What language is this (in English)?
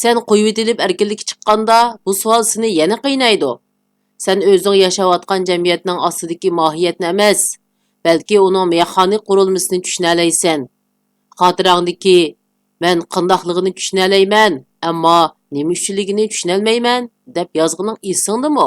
Uyghur